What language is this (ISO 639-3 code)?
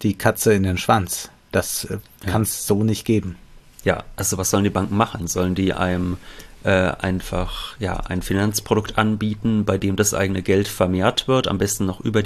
deu